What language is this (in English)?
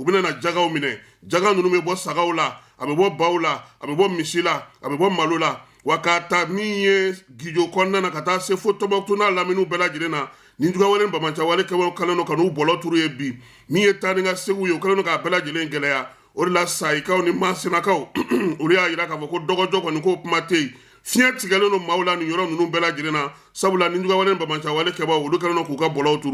Bambara